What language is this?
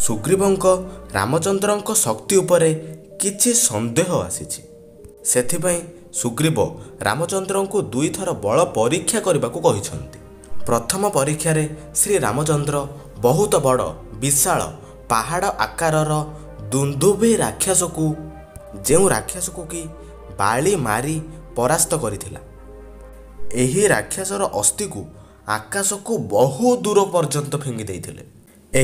Odia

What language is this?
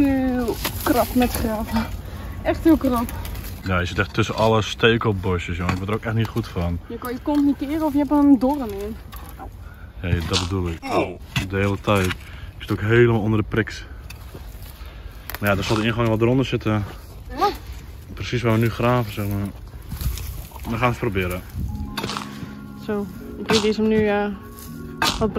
Dutch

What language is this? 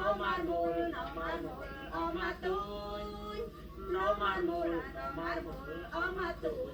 Central Mnong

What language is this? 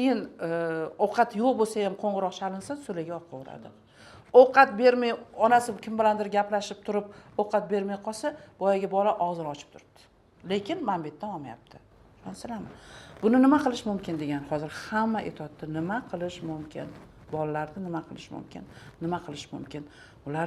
Uzbek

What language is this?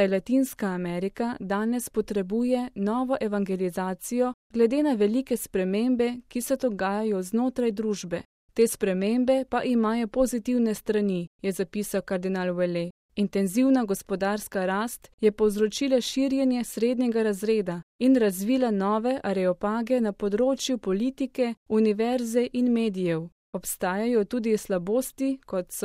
Slovenian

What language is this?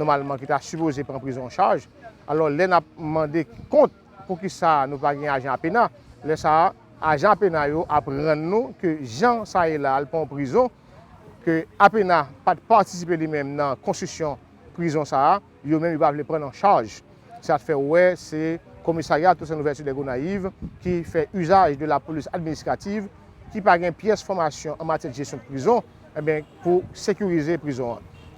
Haitian Creole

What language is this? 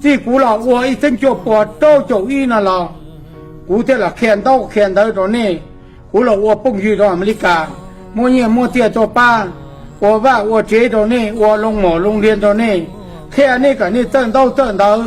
Hmong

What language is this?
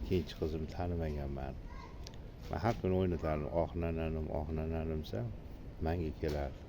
Uzbek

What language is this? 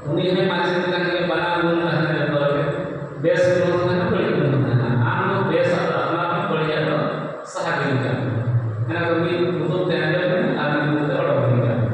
Santali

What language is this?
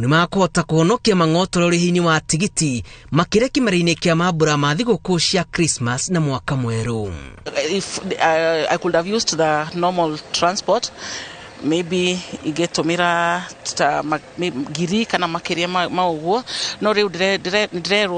Kikuyu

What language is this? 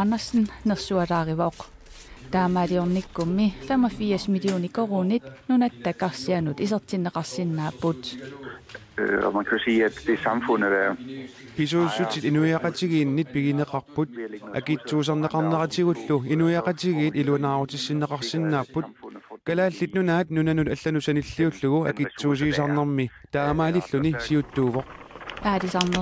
Kalaallisut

